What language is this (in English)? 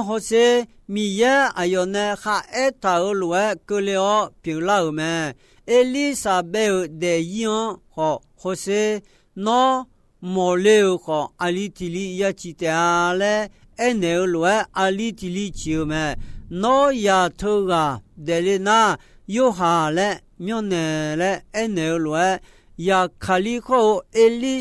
Akha